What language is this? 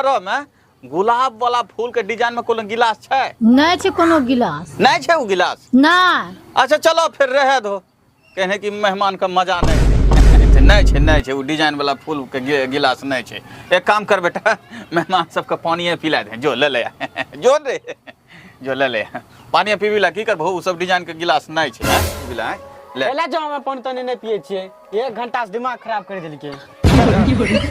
Angika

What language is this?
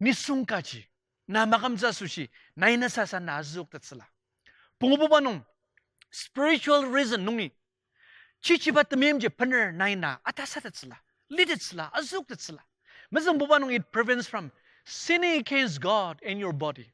Ao Naga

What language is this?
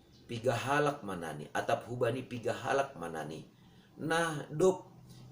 Batak Simalungun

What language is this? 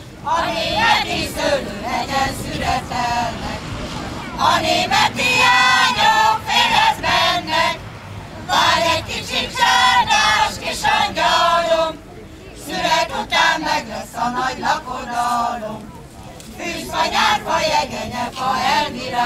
Hungarian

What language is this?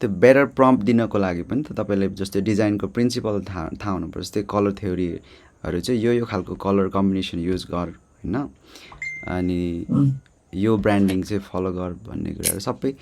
Nepali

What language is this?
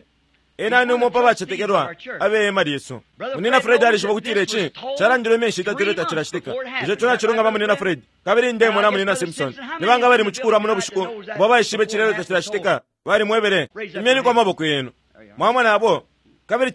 Bemba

